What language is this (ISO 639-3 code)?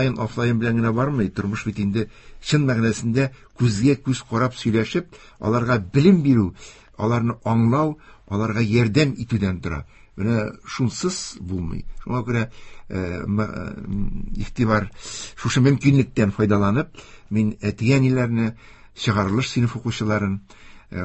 tat